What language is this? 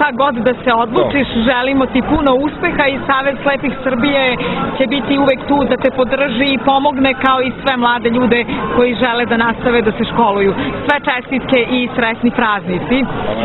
Serbian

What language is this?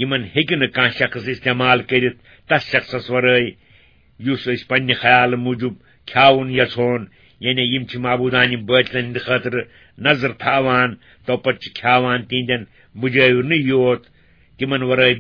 Kashmiri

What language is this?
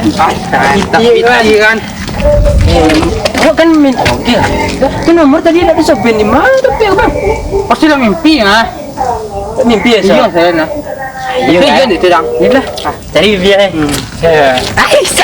Minangkabau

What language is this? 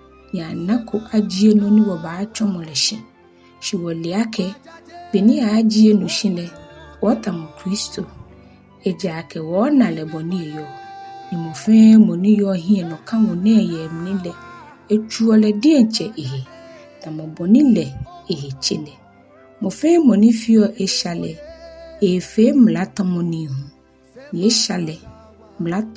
Ga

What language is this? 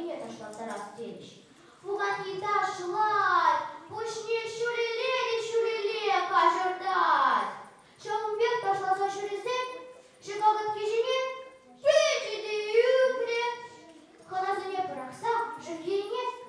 Chuvash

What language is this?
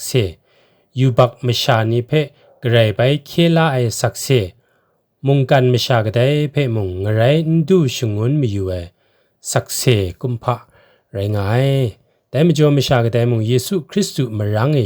Kachin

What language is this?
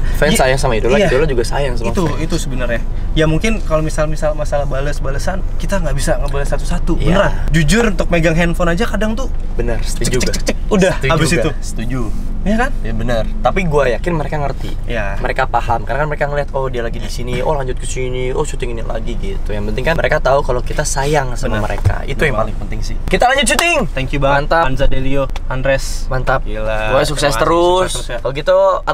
Indonesian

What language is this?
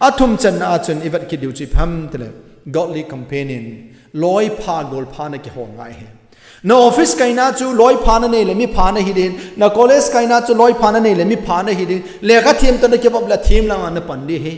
Thado Chin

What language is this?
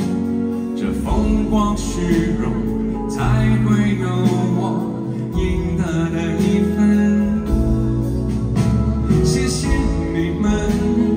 Chinese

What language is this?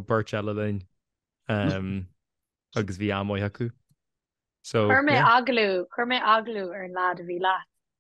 Irish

